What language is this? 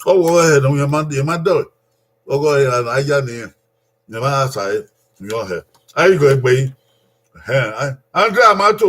Bini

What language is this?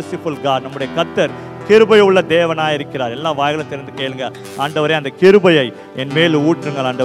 Tamil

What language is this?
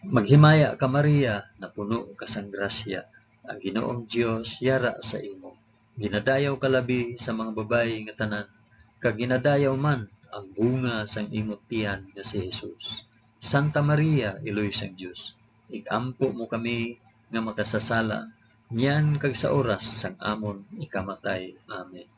Hiligaynon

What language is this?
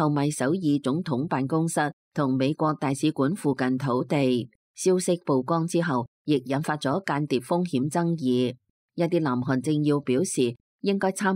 Cantonese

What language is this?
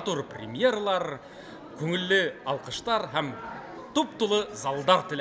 Bashkir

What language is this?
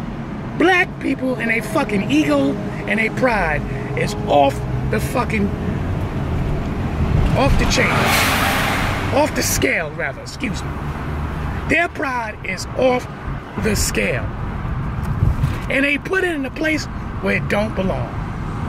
English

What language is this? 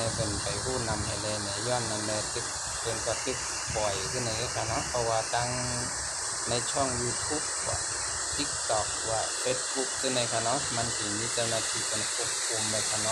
Shan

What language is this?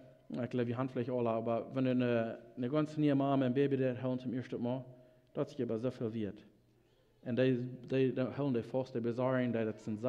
Plautdietsch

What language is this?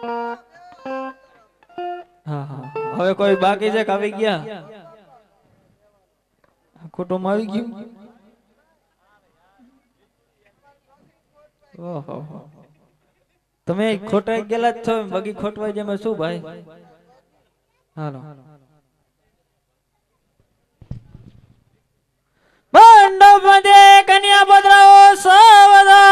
Gujarati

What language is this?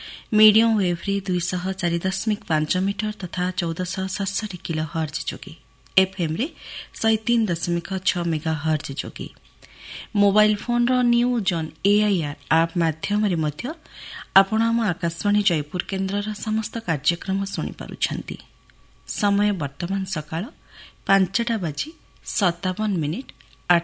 Odia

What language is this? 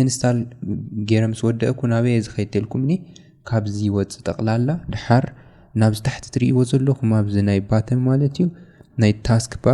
Tigrinya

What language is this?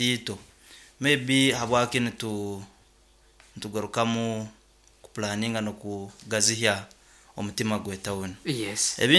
Nyoro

